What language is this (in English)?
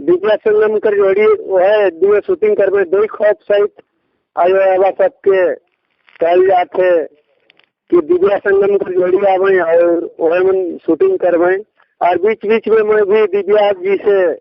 Sadri